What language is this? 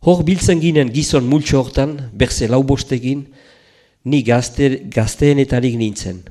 Basque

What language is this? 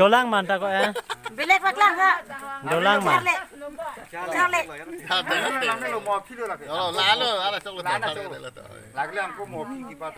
Karbi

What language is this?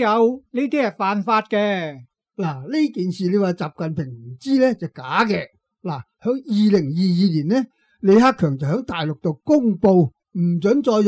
Cantonese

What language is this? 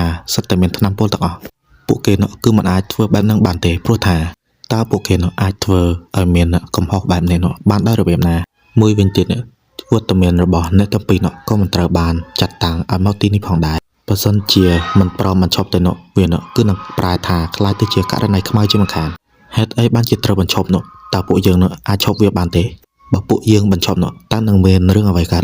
Khmer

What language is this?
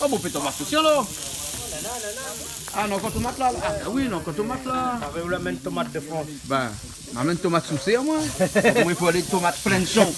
Réunion Creole French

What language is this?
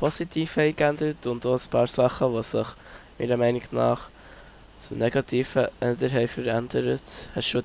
Swiss German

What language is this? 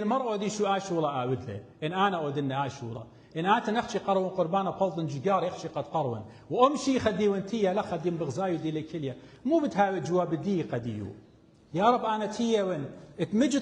Assyrian Neo-Aramaic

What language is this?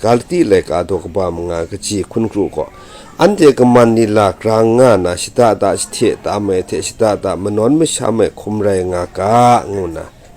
Kachin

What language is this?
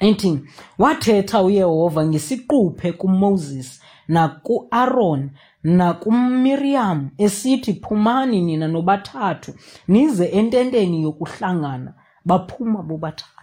Xhosa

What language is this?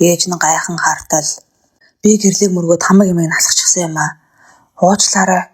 Mongolian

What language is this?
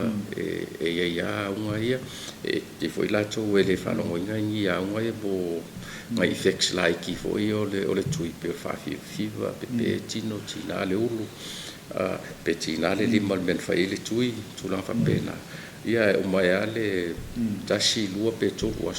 Samoan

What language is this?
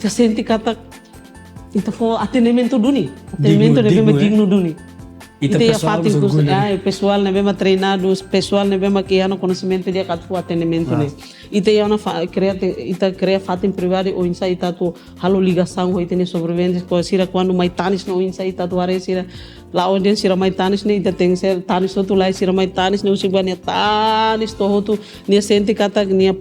Tetum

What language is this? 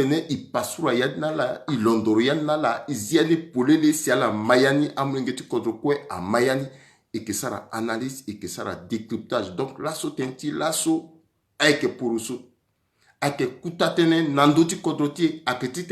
Sango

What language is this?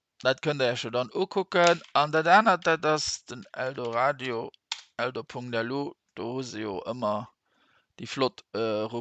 Luxembourgish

